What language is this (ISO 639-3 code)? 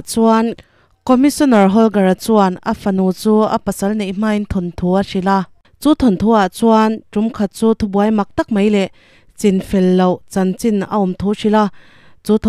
lus